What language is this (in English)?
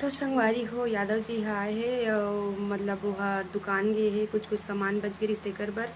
Chhattisgarhi